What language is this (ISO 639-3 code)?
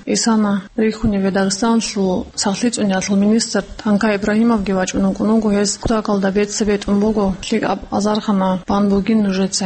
ava